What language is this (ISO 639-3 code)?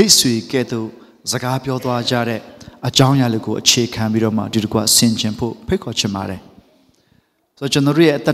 mya